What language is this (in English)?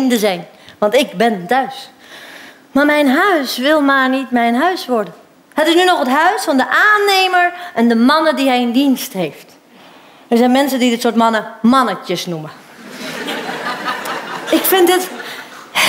Dutch